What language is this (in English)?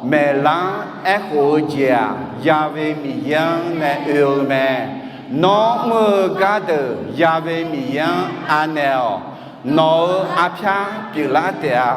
Akha